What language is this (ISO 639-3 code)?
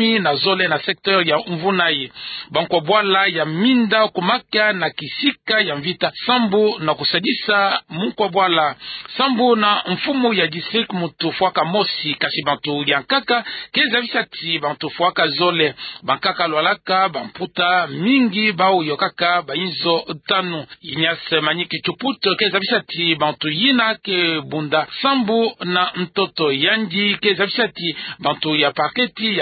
ktu